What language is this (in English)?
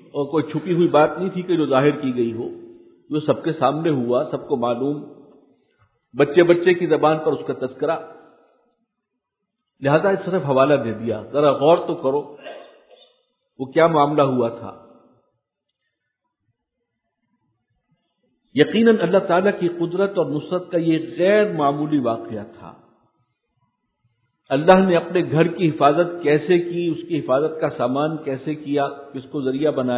Urdu